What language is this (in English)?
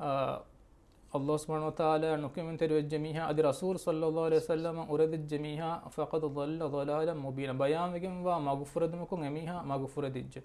Divehi